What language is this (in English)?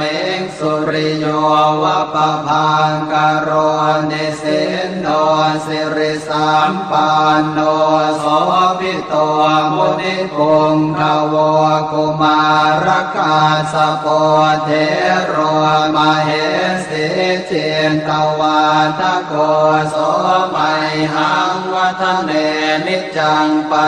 Pali